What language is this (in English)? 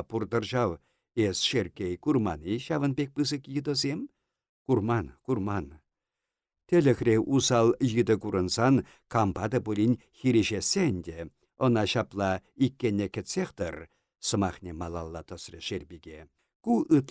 Chuvash